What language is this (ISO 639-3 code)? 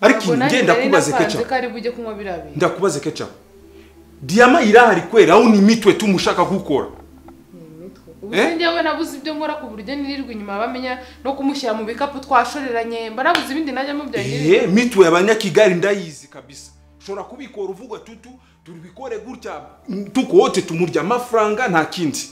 kin